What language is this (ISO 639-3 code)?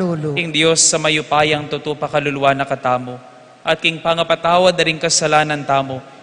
pam